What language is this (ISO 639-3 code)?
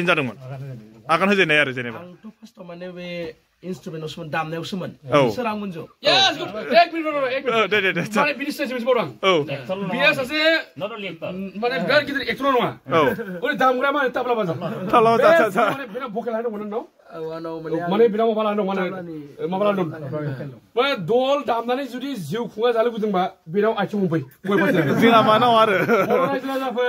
brx